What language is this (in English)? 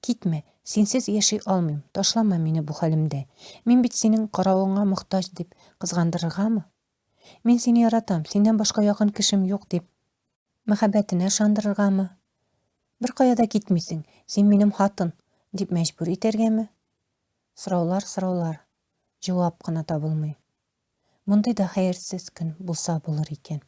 Tatar